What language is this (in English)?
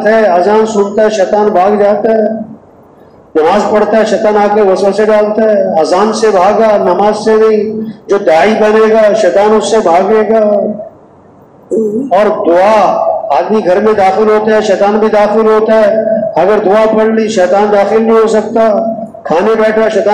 Urdu